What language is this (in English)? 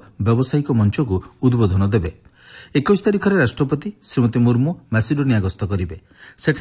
Odia